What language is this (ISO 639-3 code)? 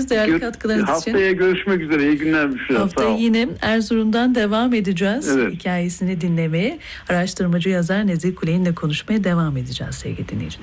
tur